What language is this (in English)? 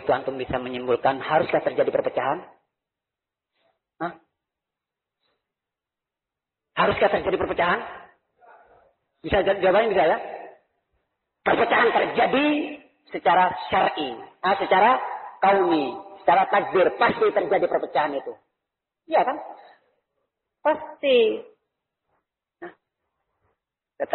Indonesian